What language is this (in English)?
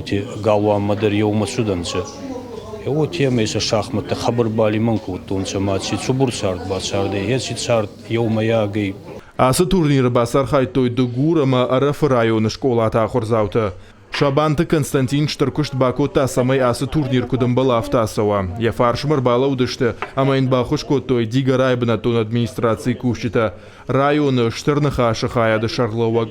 Ossetic